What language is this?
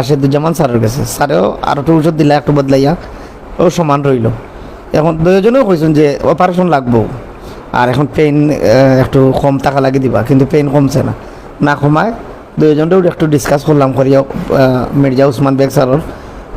Sylheti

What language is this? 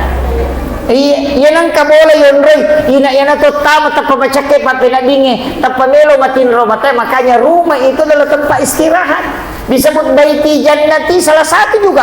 Buginese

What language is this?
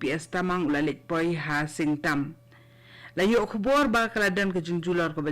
Khasi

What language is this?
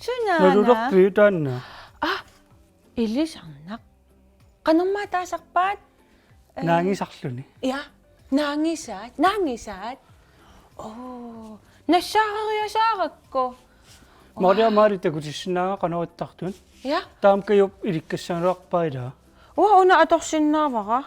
Kalaallisut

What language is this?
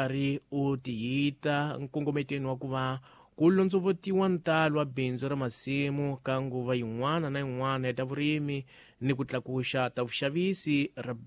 Tsonga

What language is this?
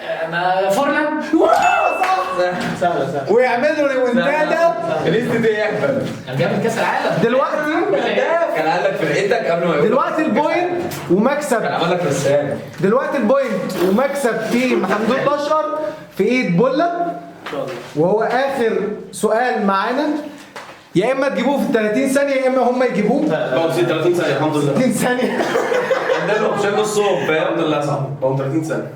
Egyptian Arabic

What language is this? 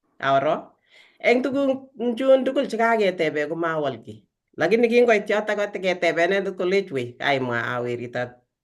Kalenjin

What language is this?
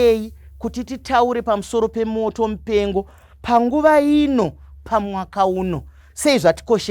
Shona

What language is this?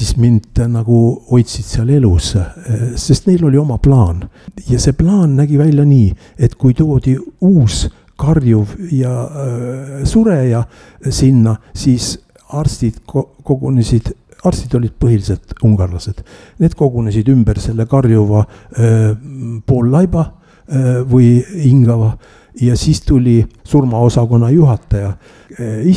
Estonian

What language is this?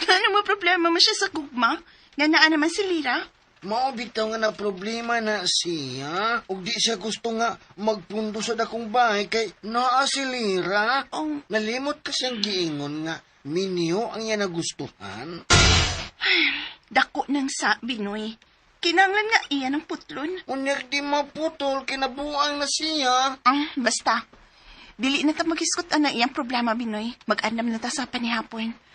Cebuano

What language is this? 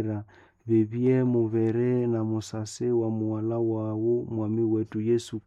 Nande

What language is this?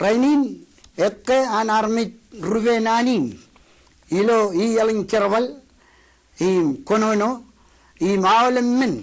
Marshallese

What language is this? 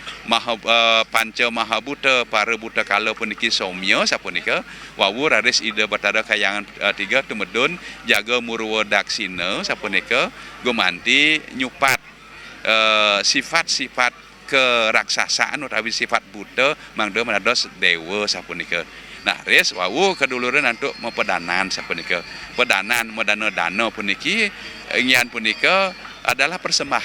Balinese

